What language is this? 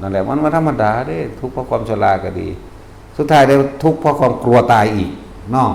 Northeastern Thai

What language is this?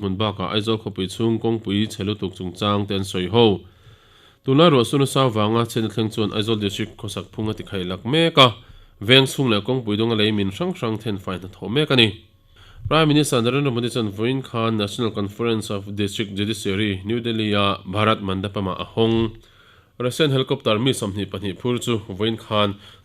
Mizo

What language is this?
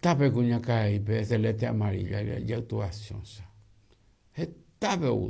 Guarani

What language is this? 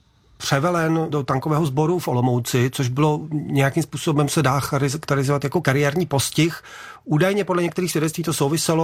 Czech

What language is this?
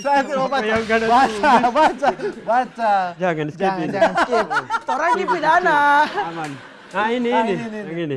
Manado Malay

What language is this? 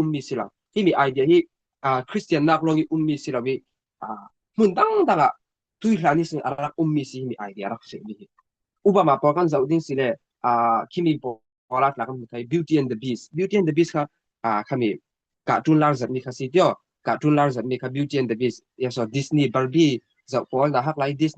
Falam Chin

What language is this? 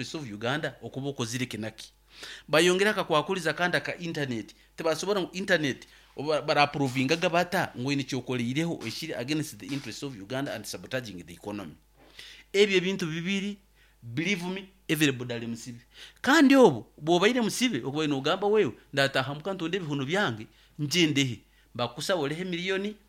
Nyankole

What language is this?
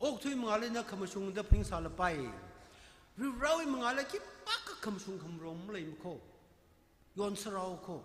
Tangkhul Naga (India)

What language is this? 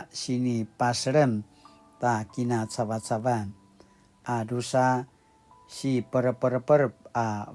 Paiwan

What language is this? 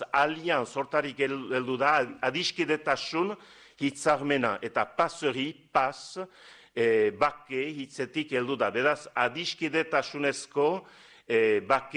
Basque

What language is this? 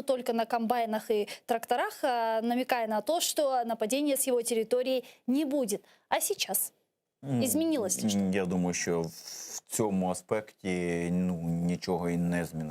Crimean Tatar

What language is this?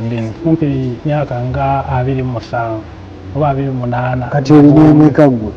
Ganda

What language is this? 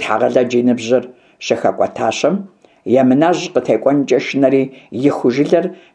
Kabardian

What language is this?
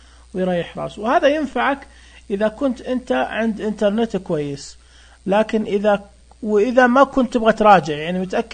Najdi Arabic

